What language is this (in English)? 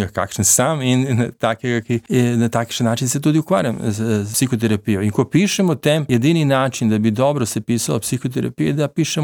Slovenian